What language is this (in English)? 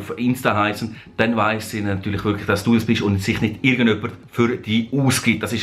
Swiss German